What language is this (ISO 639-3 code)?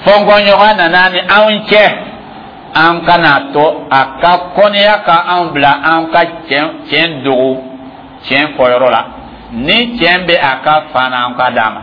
dyu